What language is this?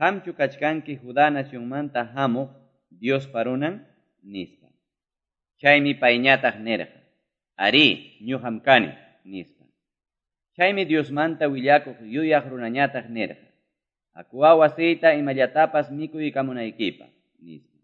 Quechua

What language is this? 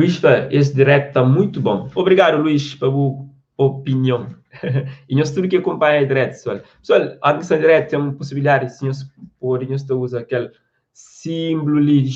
Kabuverdianu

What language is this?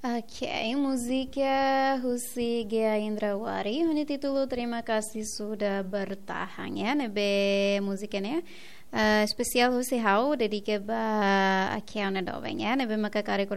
Tetum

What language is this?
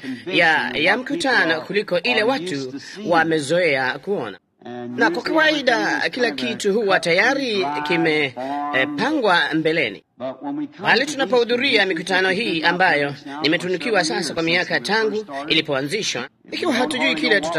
Swahili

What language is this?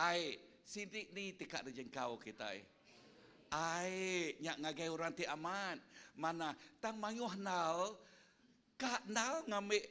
Iban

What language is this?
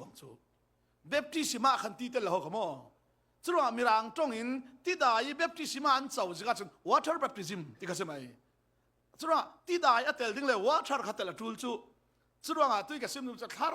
Falam Chin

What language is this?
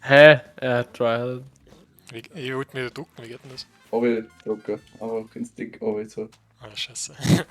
Bavarian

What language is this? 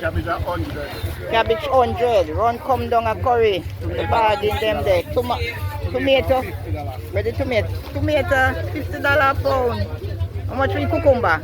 Jamaican Creole English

